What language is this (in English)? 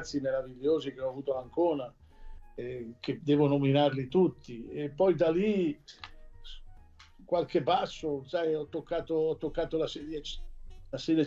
Italian